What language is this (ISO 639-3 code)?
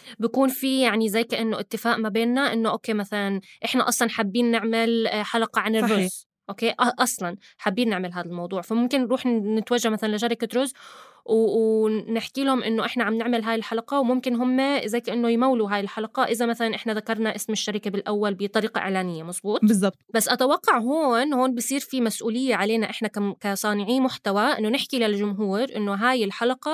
apc